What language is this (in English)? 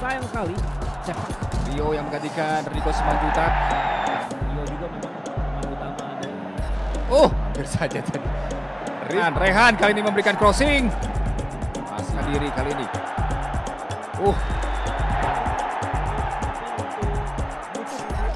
Indonesian